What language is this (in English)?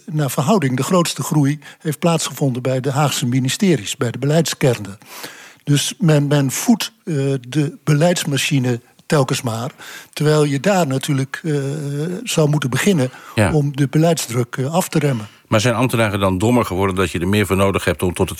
Dutch